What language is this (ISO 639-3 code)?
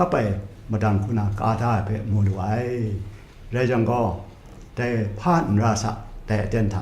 kac